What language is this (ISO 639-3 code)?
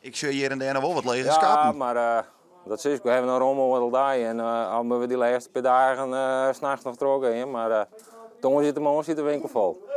fry